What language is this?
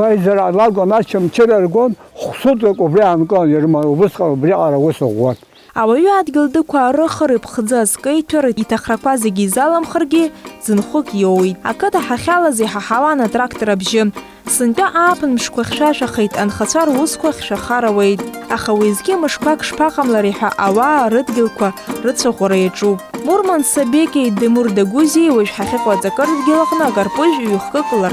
Abkhazian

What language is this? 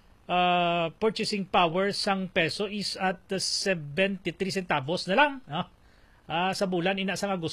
Hiligaynon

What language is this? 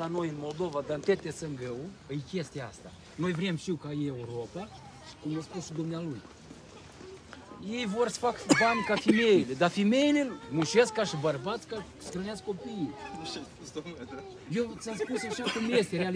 Romanian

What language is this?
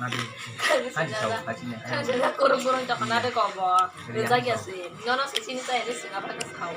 Kok Borok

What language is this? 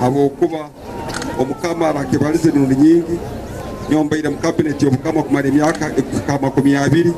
Nyankole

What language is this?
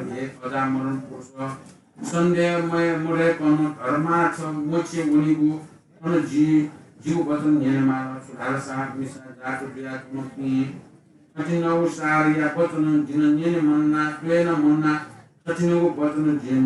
Newari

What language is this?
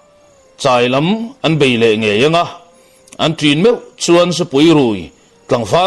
Mizo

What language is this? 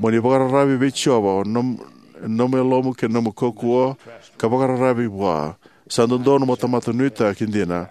Fijian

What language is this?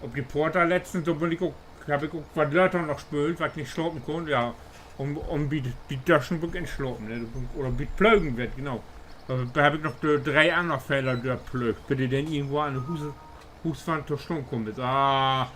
Low German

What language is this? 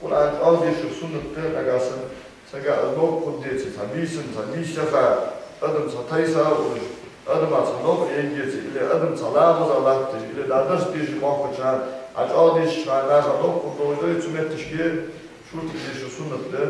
Ingush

